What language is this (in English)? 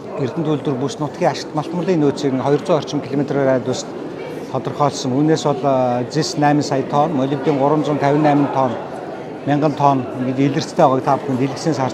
Mongolian